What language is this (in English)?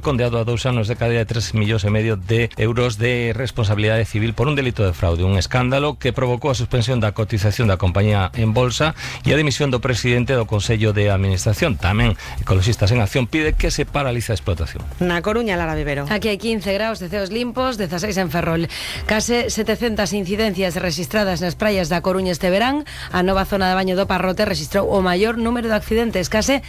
Galician